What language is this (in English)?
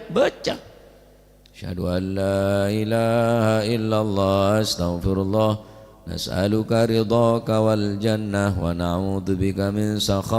Madurese